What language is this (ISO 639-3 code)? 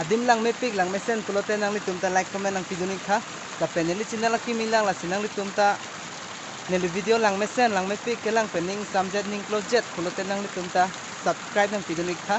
mjw